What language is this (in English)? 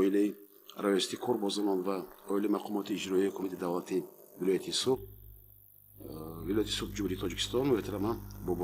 Tajik